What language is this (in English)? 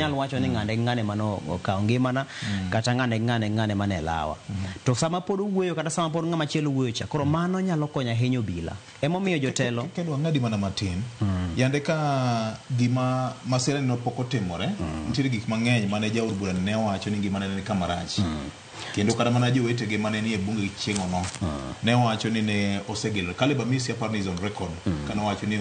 Luo (Kenya and Tanzania)